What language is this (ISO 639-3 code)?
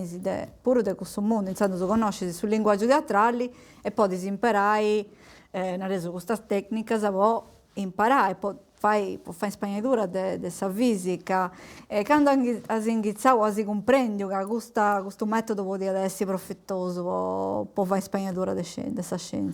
srd